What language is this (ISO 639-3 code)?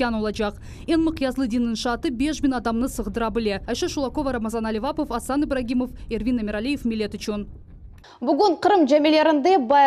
crh